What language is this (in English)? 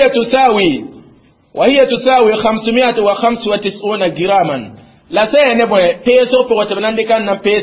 Mossi